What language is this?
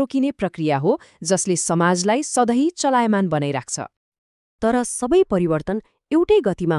Nepali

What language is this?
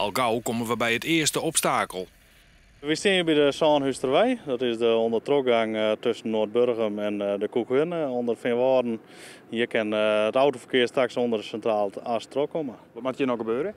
Western Frisian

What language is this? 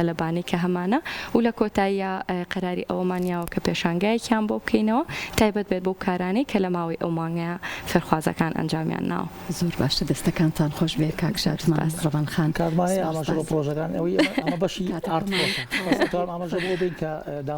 Central Kurdish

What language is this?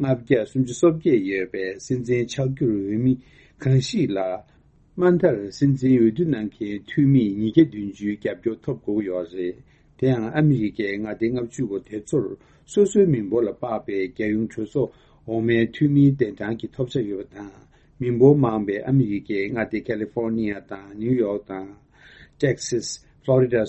Tibetan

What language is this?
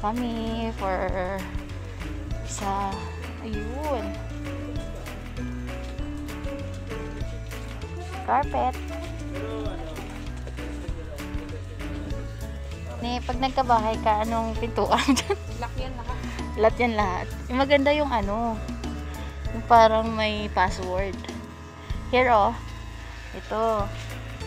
Filipino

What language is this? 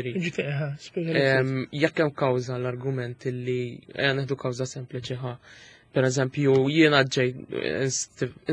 Maltese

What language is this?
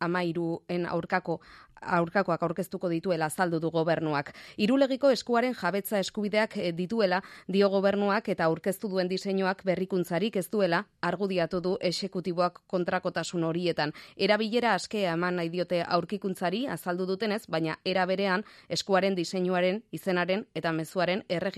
Basque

